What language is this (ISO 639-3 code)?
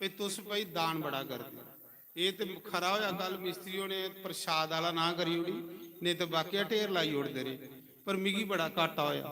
doi